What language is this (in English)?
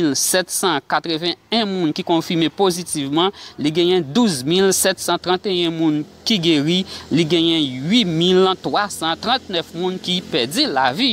Haitian Creole